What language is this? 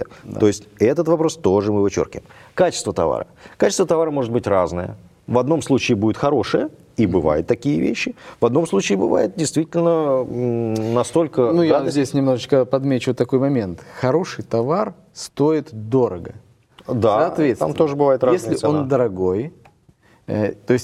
Russian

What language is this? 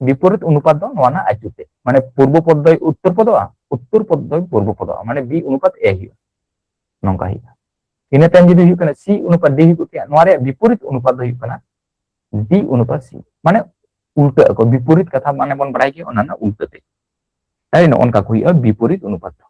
Santali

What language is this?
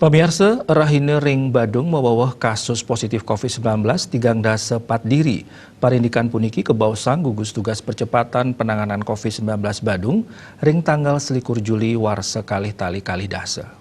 Balinese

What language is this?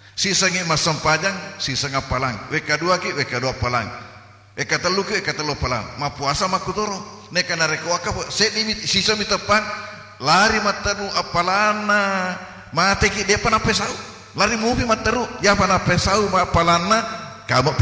Buginese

